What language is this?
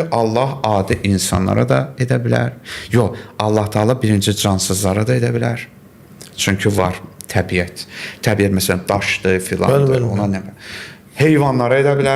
Azerbaijani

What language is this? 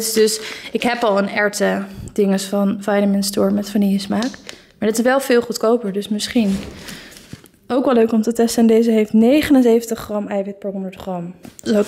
Dutch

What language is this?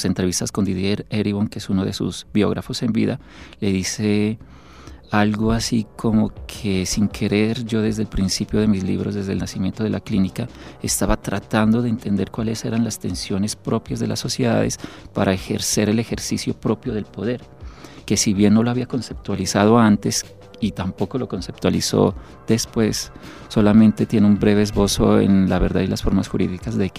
Spanish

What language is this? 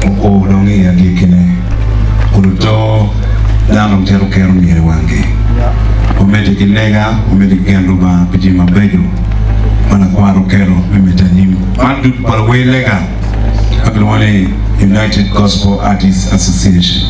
Acoli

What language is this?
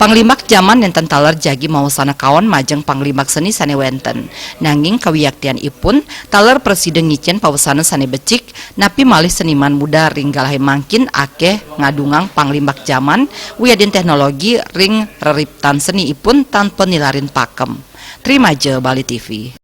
Balinese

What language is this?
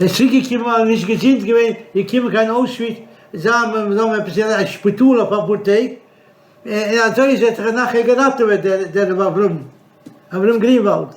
Yiddish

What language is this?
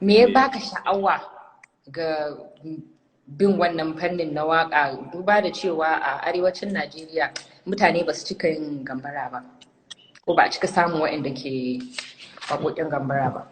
Hausa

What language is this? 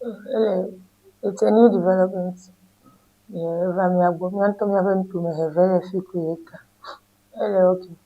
Ewe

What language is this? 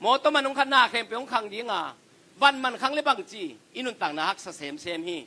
Tedim Chin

